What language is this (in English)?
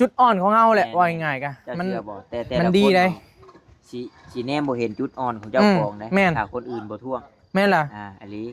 Northeastern Thai